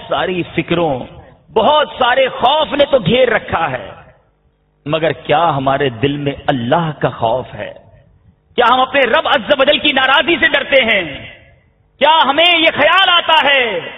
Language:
Urdu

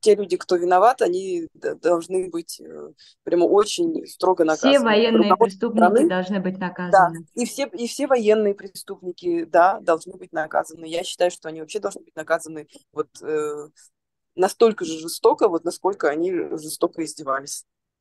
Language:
Russian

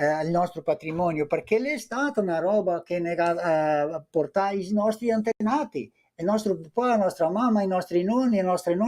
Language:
Venetian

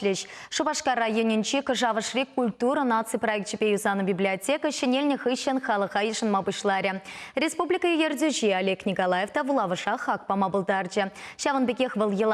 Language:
Chuvash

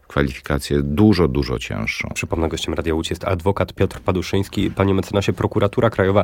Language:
Polish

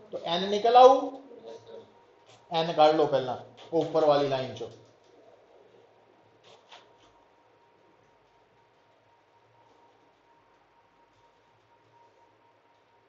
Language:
Punjabi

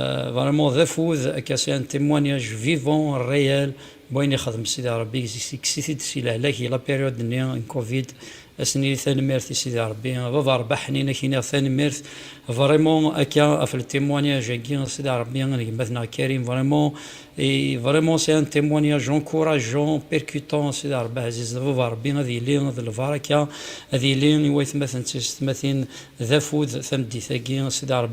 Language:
Kabyle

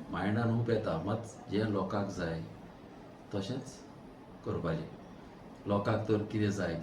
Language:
Konkani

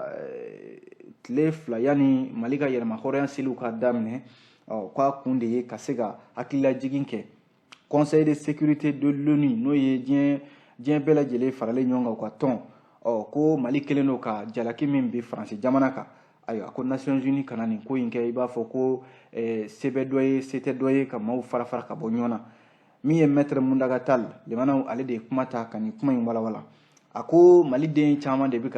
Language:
Bambara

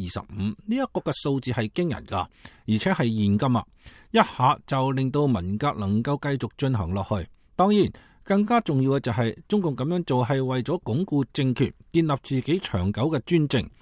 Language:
Cantonese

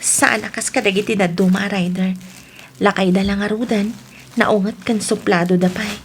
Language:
Iloko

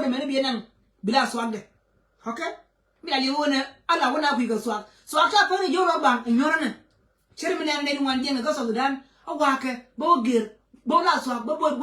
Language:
Nuer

